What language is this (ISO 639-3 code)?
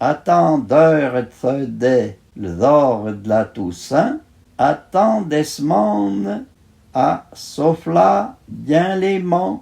frp